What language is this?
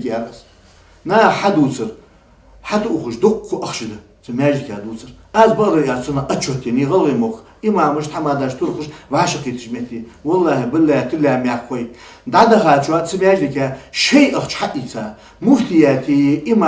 Ingush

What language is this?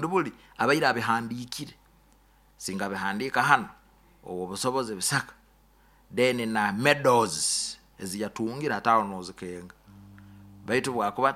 Nyoro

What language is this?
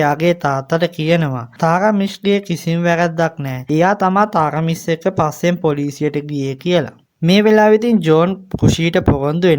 Sinhala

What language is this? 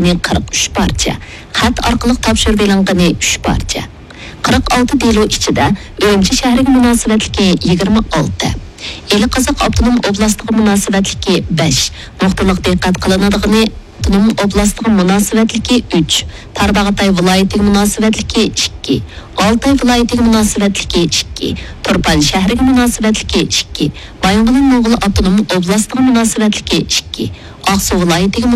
Uyghur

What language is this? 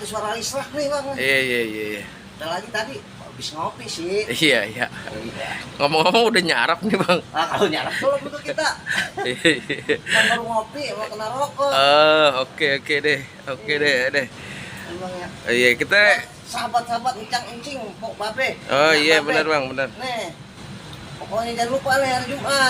Betawi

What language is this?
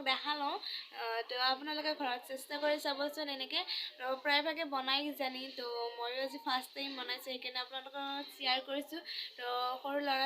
Assamese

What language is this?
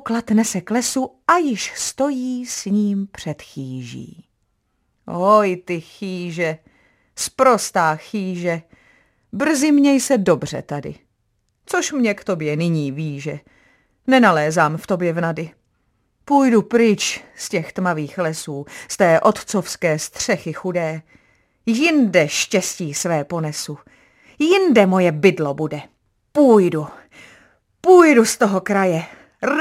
Czech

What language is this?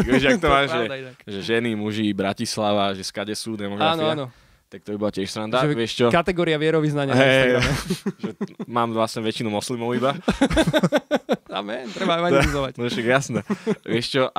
Slovak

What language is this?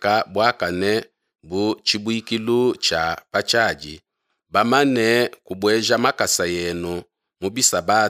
Luba-Lulua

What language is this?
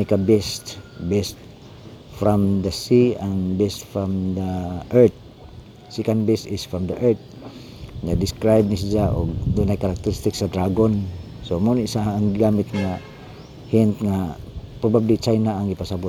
Cebuano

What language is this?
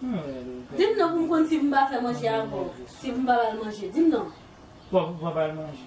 Haitian Creole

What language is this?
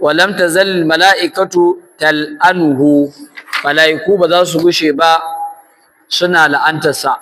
Hausa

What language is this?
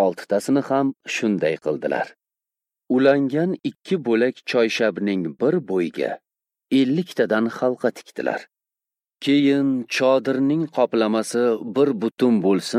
Uzbek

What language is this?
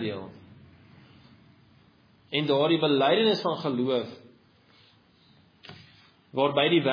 Afrikaans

